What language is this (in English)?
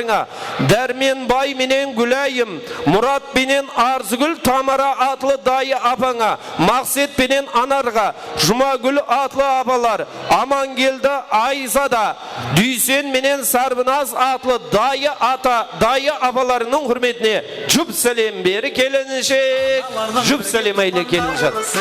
Kara-Kalpak